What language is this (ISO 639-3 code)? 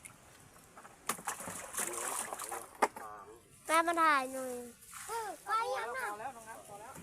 lao